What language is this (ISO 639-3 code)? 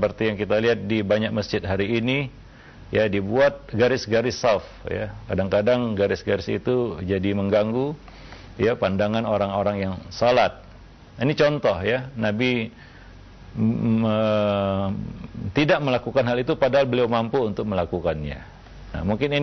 ind